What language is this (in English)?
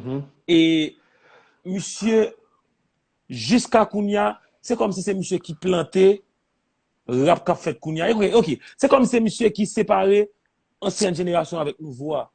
Haitian Creole